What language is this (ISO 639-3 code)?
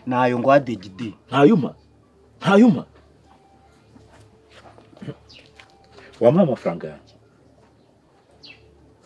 kin